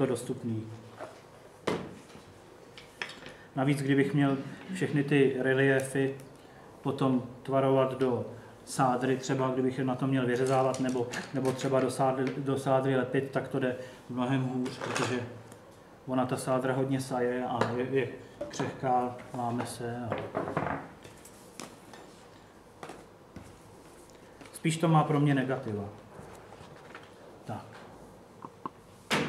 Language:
Czech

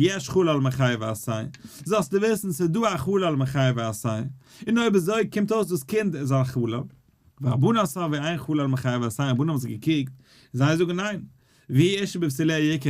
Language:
Yiddish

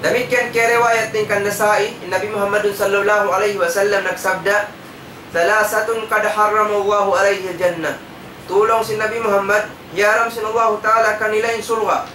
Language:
Tausug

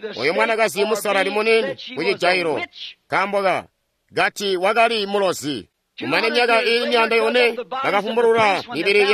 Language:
Tonga (Zambia)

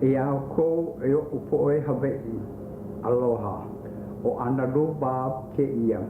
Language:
Hawaiian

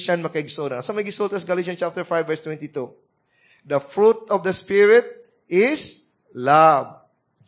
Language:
Cebuano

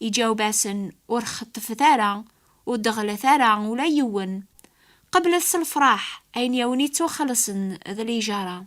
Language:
Kabyle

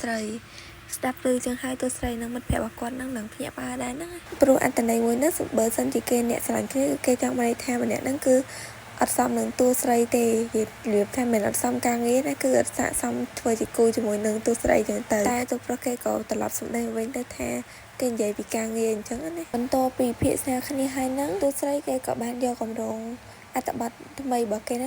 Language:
Khmer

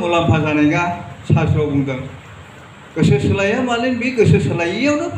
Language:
Bodo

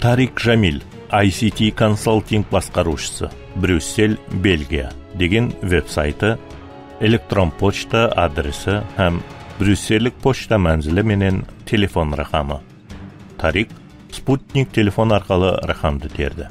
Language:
Kara-Kalpak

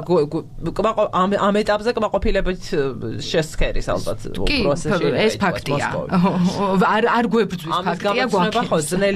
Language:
Georgian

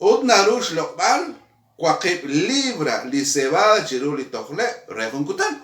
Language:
Kekchí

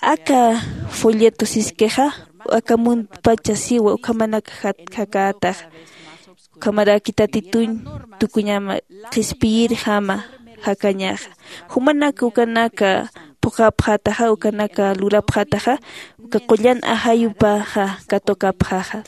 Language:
Aymara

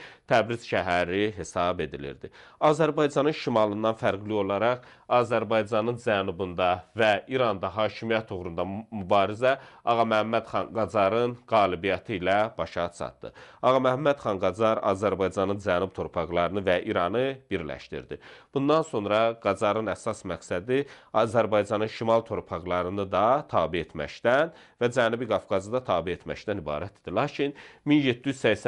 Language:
Azerbaijani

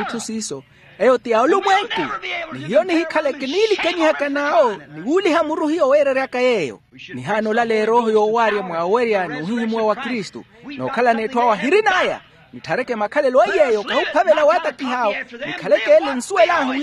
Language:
Makhuwa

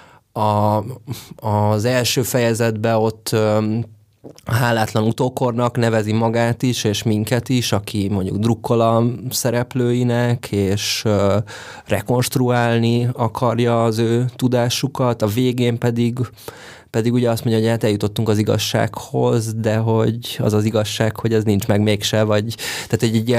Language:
Hungarian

